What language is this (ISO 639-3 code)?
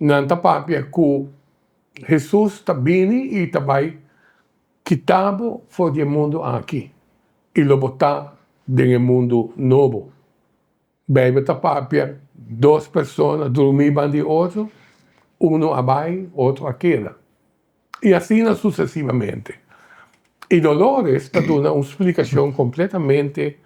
pap